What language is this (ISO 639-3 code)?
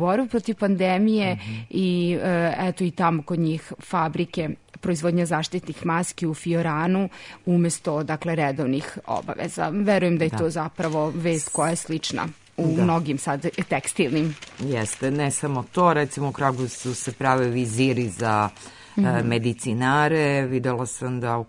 srp